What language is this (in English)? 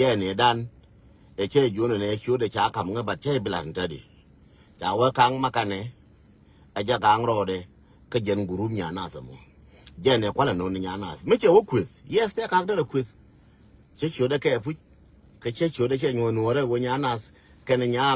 Nuer